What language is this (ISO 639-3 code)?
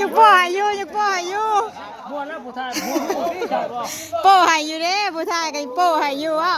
tts